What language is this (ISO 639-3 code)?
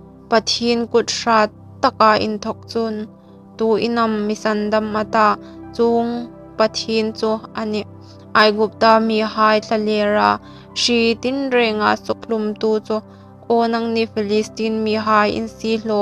hmr